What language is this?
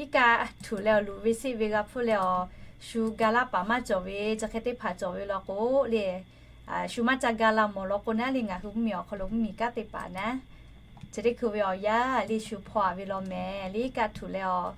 Lahu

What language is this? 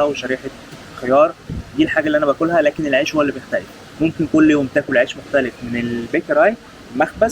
Egyptian Arabic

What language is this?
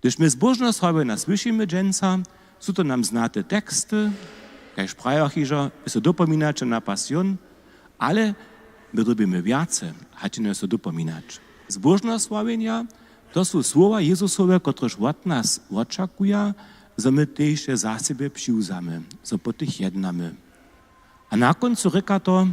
Upper Sorbian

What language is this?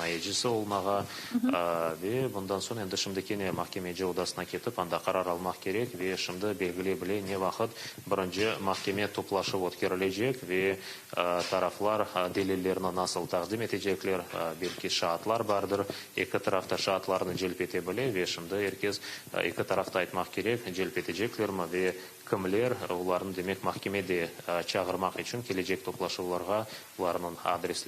Crimean Tatar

